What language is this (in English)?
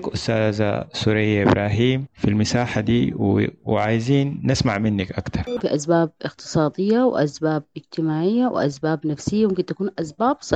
Sudanese Arabic